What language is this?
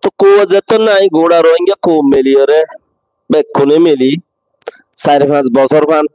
Rohingya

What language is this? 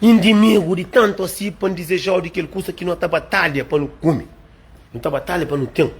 Kabuverdianu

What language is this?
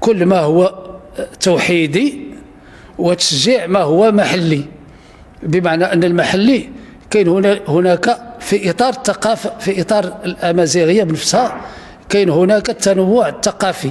Moroccan Arabic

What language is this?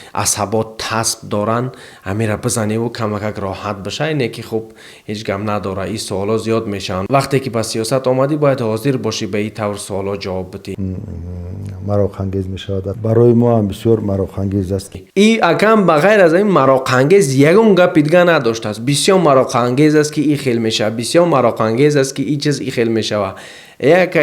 Tajik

